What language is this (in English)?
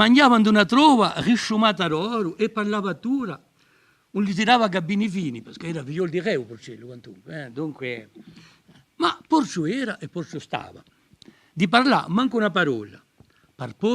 Corsican